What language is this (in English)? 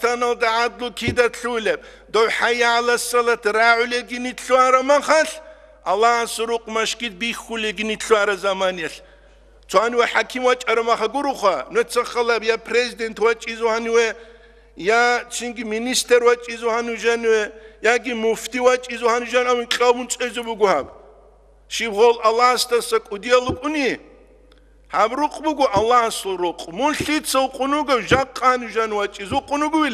Avaric